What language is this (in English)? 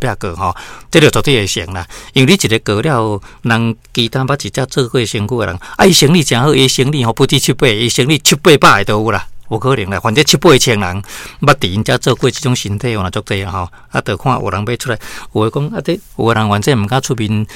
Min Nan Chinese